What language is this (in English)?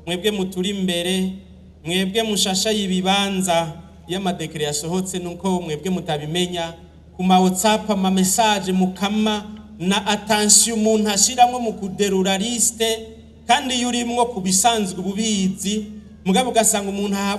Rundi